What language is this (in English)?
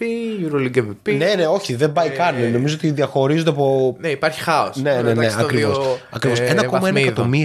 Greek